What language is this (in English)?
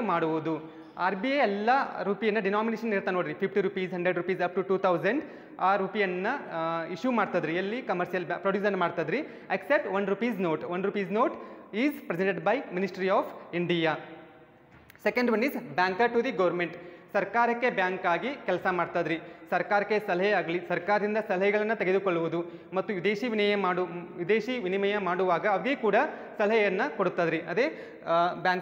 Kannada